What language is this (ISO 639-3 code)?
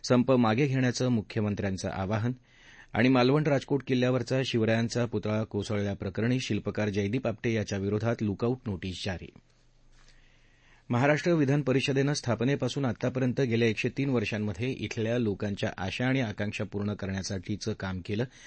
mar